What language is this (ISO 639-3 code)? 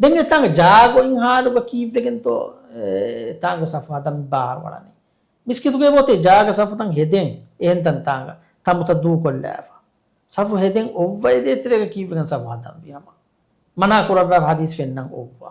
div